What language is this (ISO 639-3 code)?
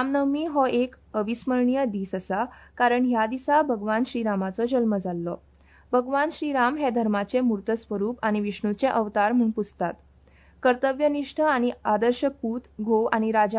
kok